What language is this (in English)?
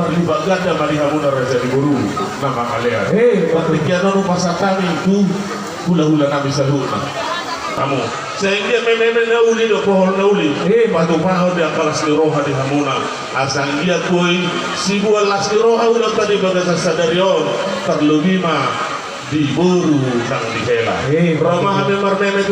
Batak Toba